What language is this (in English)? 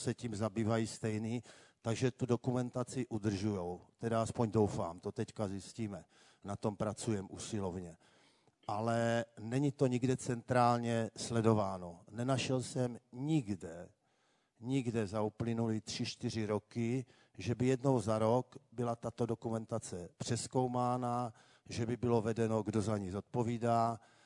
Czech